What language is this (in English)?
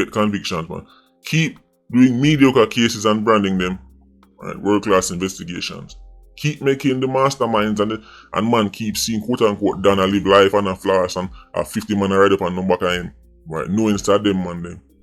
Jamaican Creole English